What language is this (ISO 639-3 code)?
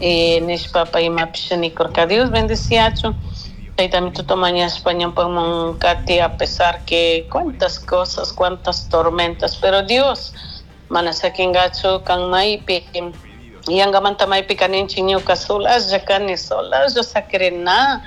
qug